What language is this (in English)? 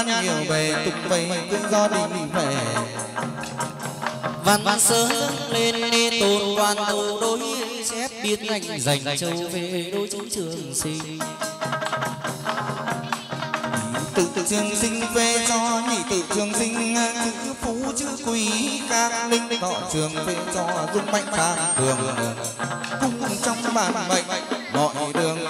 Vietnamese